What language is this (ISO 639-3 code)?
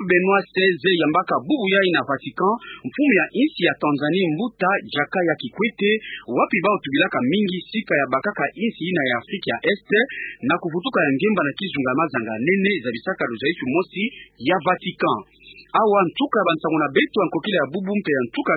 ktu